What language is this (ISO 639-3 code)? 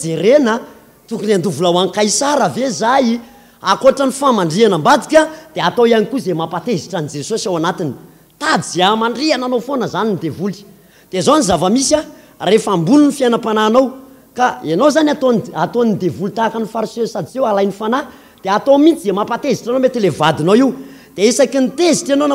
mlg